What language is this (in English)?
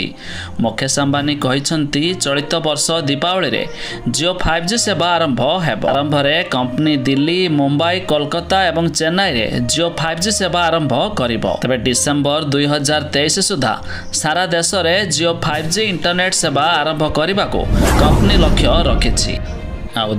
Odia